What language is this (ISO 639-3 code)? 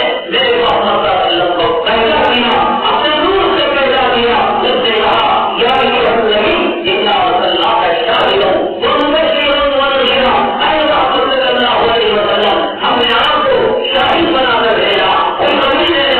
urd